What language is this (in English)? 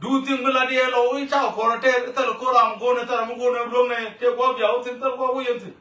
Nuer